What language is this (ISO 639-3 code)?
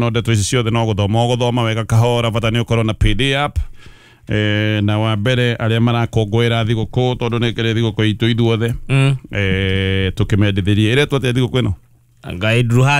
kik